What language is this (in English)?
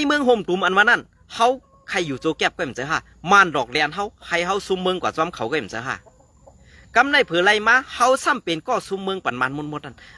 Shan